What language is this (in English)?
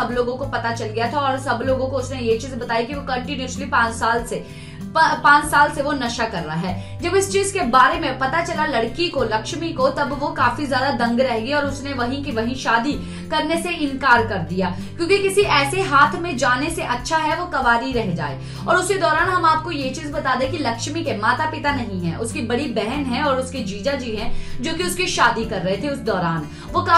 Hindi